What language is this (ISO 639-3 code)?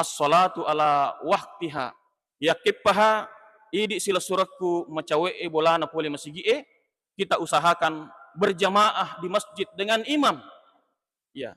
bug